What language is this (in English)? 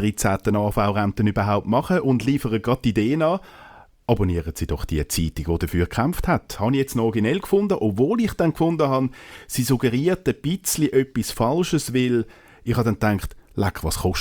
German